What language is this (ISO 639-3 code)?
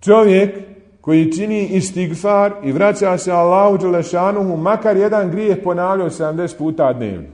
bos